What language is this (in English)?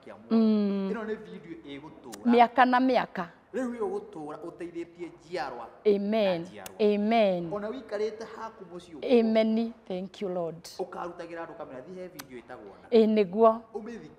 Kikuyu